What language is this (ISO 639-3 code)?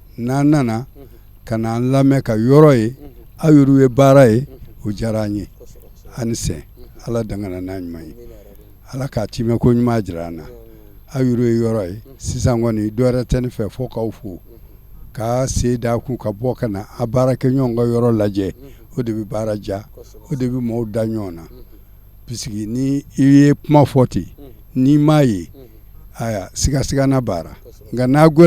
bam